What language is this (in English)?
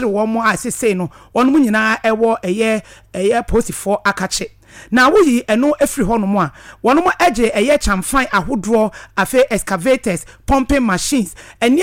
Akan